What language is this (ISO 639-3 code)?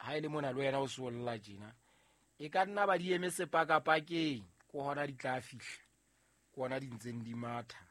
sot